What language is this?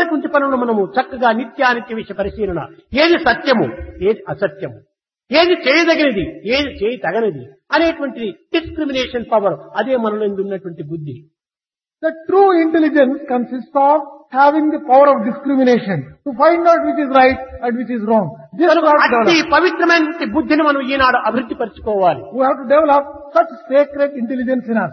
Telugu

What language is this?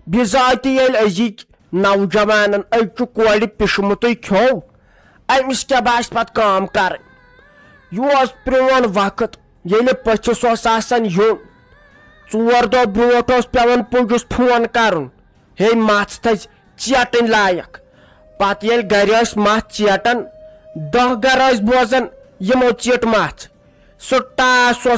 Kashmiri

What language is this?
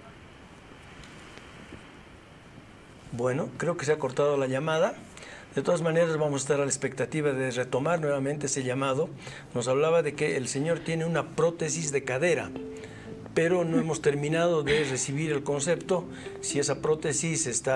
Spanish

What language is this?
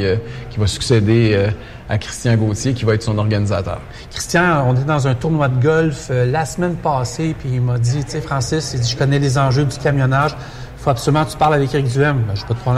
French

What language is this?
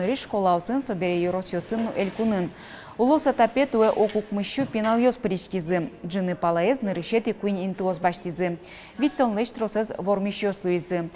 Udmurt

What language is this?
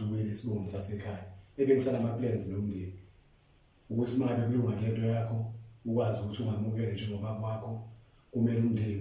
Zulu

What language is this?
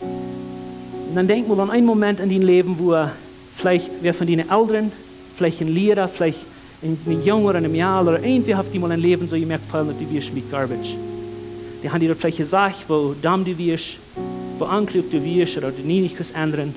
Plautdietsch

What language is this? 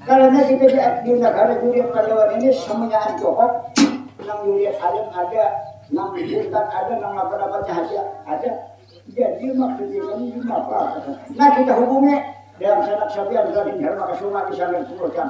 Banjar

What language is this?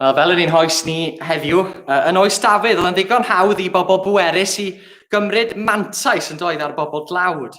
Welsh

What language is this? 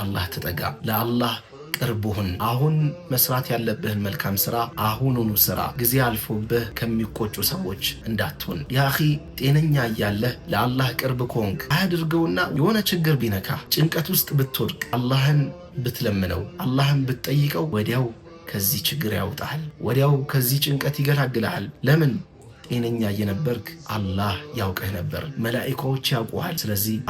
Amharic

